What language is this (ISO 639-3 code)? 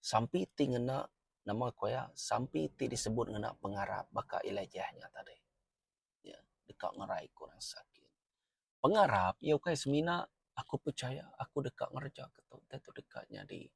iba